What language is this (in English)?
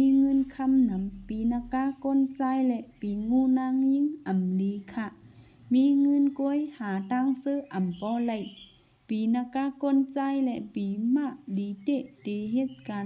Shan